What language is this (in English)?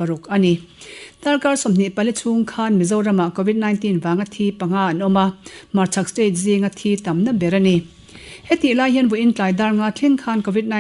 Mizo